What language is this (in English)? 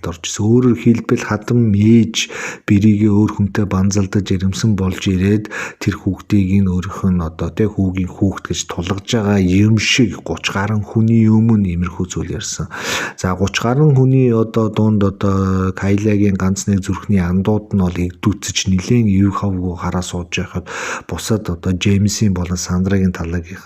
Mongolian